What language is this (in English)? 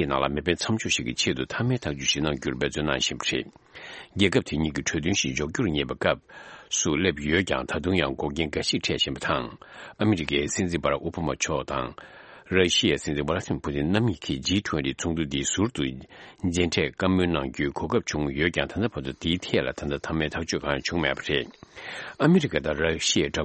Tibetan